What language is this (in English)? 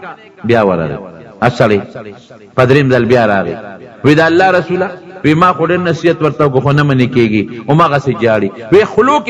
Pashto